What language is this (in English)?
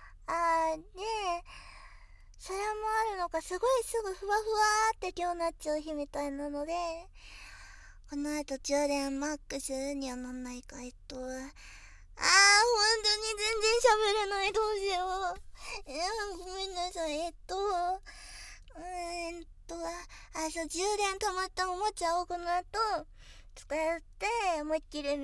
Japanese